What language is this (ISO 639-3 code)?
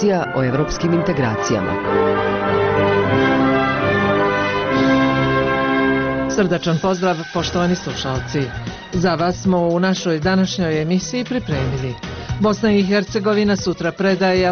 bos